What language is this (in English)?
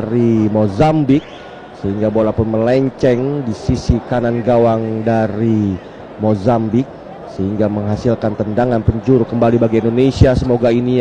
Indonesian